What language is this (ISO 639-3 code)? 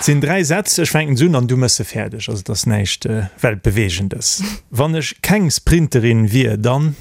ltz